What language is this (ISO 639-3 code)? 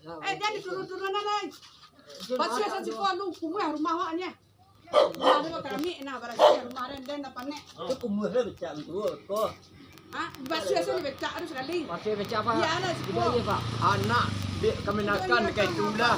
min